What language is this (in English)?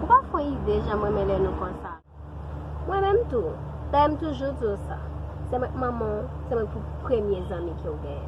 Haitian Creole